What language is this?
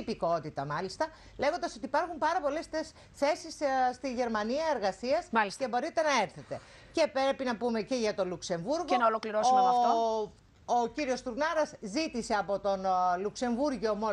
Greek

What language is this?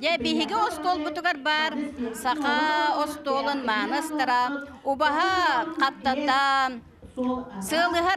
Yakut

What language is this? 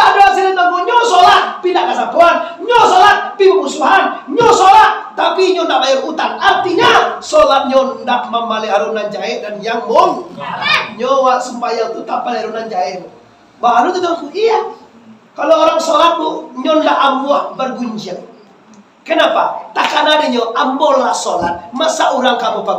Minangkabau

